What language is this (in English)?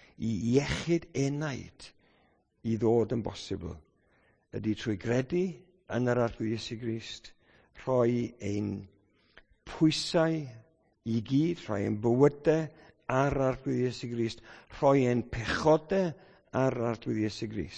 Welsh